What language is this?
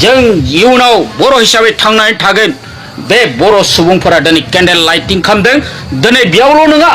Bodo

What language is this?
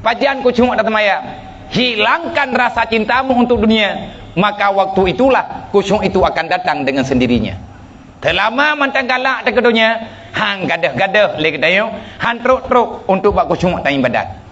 Achinese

